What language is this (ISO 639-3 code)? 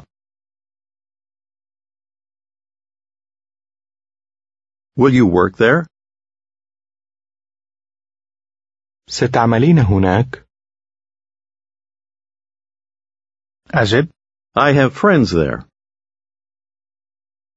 ara